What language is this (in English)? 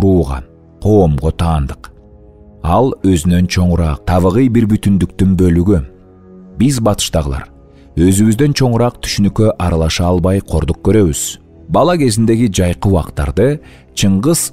Kyrgyz